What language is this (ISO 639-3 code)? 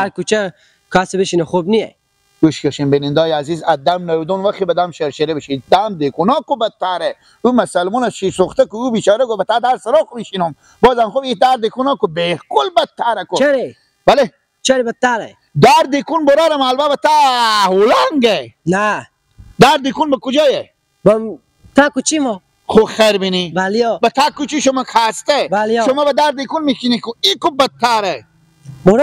fas